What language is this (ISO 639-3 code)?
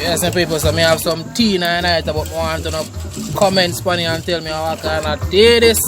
jam